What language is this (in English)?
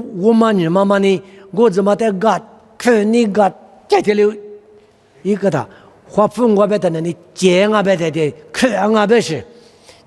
Lisu